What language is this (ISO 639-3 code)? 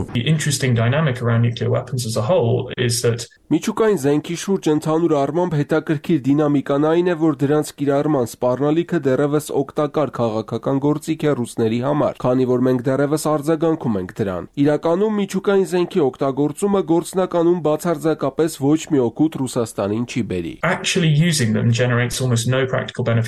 hye